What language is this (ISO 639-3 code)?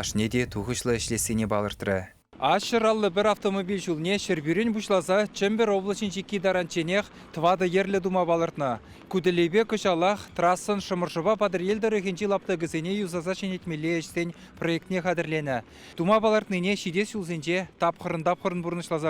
chv